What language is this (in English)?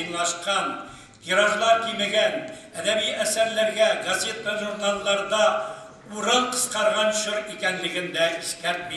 Tatar